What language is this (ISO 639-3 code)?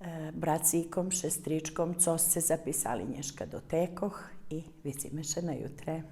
rue